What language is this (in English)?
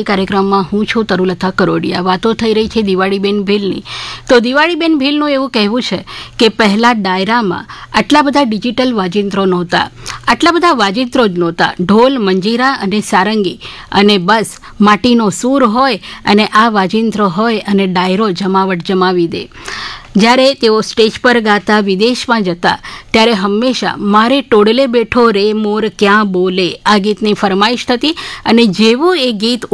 Gujarati